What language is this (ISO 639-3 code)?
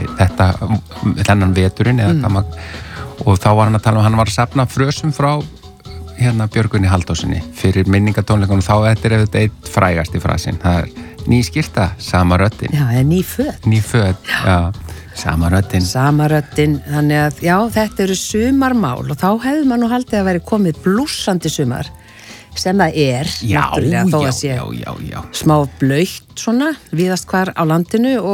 isl